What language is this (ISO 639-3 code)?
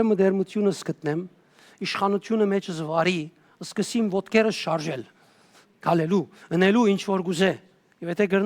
hyw